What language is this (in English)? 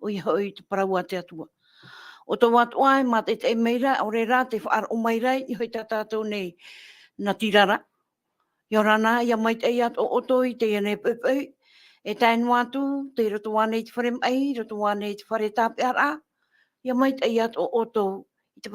Tahitian